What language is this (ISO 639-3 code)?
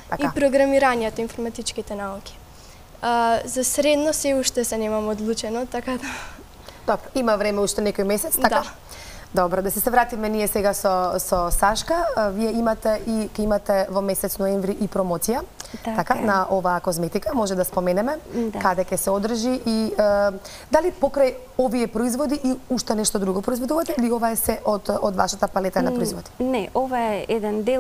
mkd